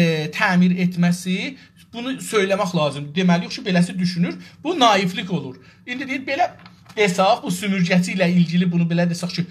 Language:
South Azerbaijani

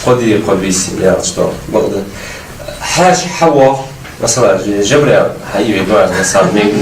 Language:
Ingush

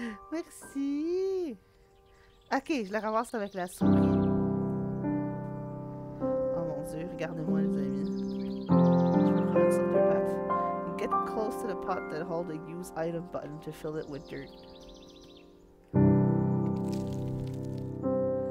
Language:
French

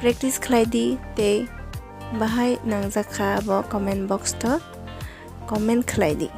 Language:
Kok Borok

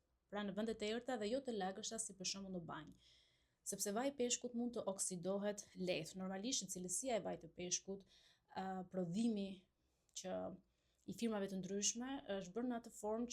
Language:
Albanian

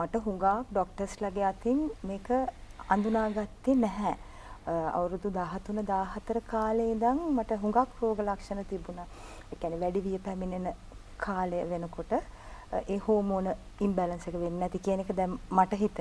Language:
Sinhala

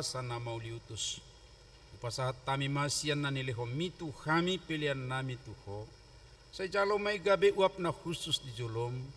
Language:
Batak Toba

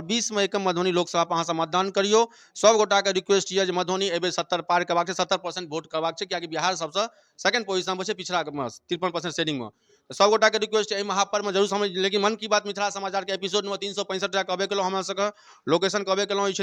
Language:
Maithili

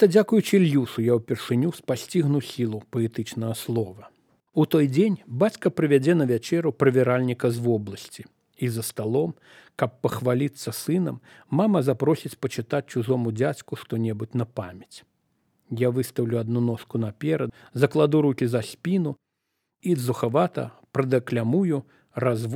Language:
Belarusian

